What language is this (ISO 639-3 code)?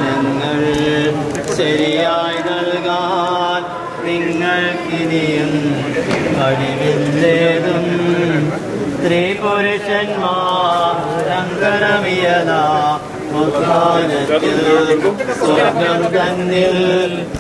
mal